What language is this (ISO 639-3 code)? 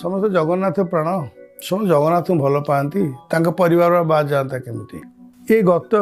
ori